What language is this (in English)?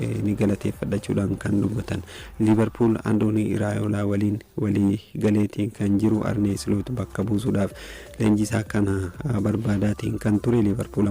Oromo